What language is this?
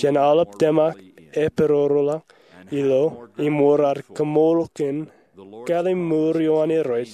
Marshallese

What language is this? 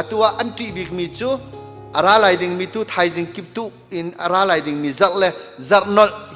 Hakha Chin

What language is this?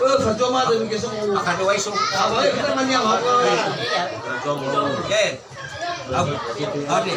Nias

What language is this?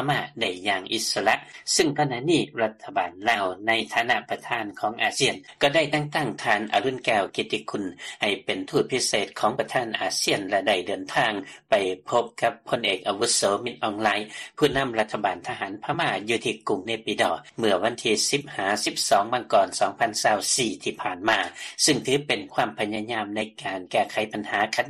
Lao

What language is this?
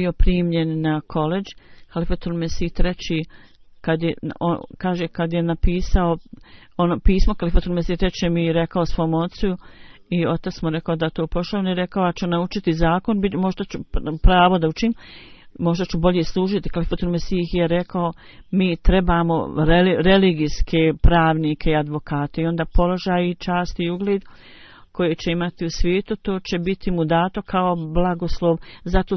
Bosnian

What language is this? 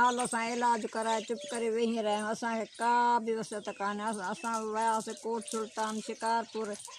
Sindhi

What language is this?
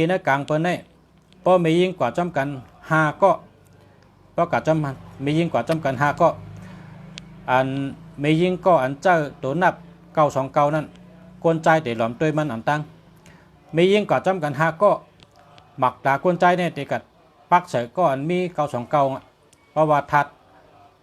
Shan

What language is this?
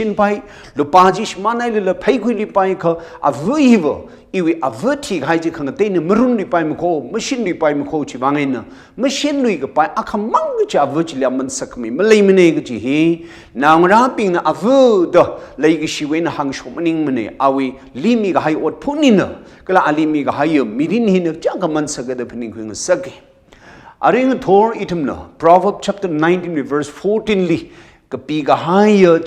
Tangkhul Naga (India)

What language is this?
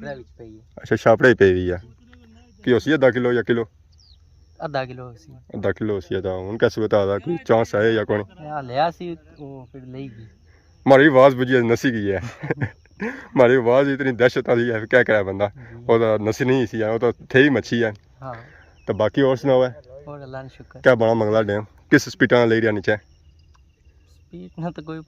Pahari-Potwari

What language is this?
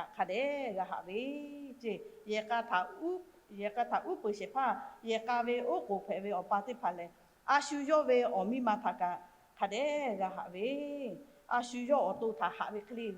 Lahu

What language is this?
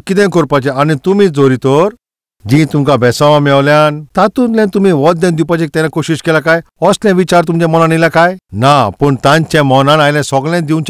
Konkani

